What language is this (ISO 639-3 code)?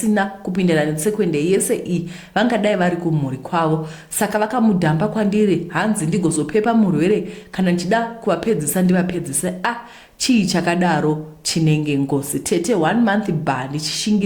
sna